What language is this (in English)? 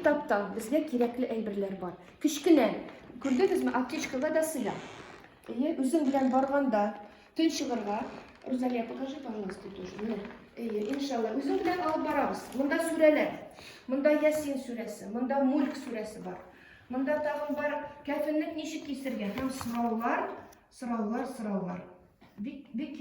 Tatar